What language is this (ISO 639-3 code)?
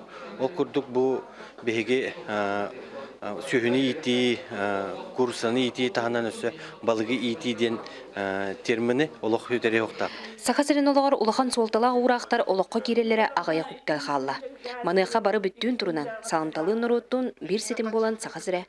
sah